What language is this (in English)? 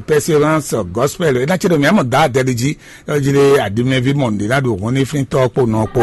Fon